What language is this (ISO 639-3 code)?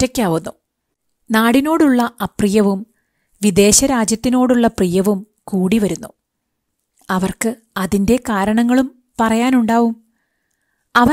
mal